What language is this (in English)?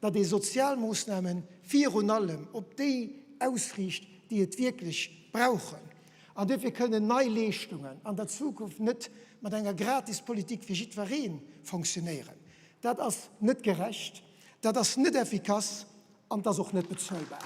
Luxembourgish